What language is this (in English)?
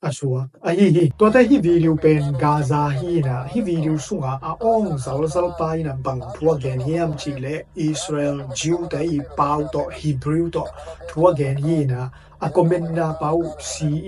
Tedim Chin